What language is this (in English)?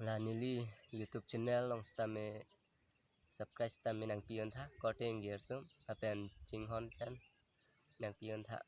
Karbi